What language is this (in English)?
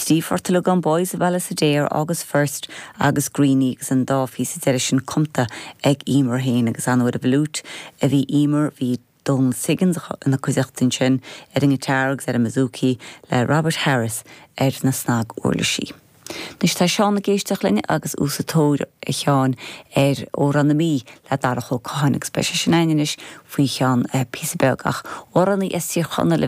Irish